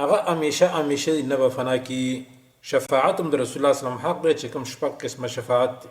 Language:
Pashto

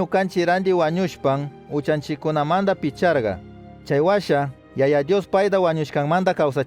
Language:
Chimborazo Highland Quichua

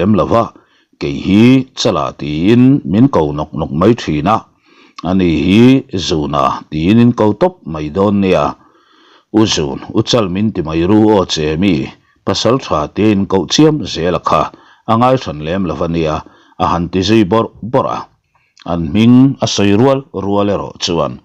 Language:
Mizo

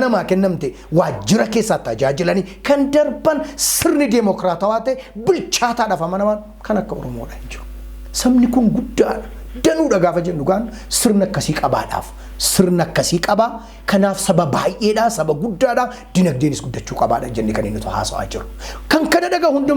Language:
Oromo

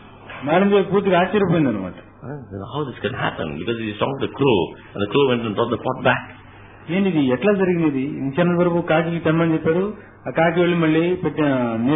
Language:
Telugu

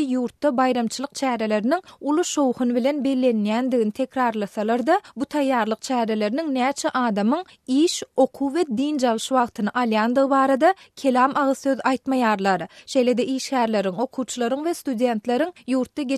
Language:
Turkmen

